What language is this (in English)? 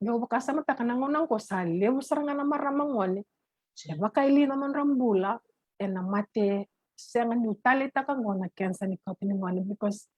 Fijian